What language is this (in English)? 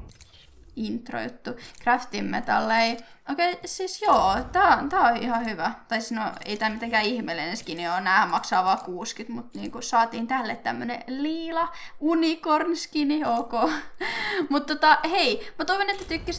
Finnish